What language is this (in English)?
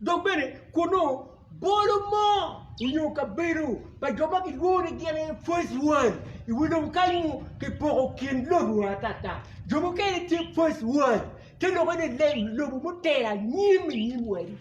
Acoli